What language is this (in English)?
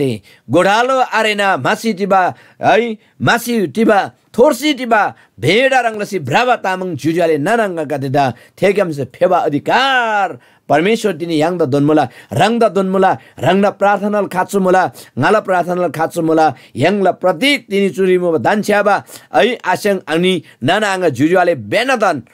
Eastern Tamang